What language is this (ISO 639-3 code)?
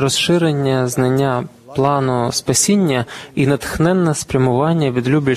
ukr